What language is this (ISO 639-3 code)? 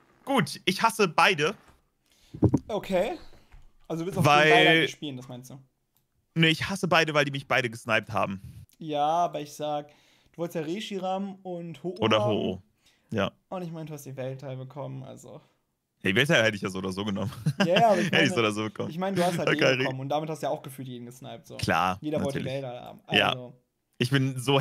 deu